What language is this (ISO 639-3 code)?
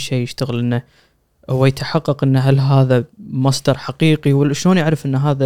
afb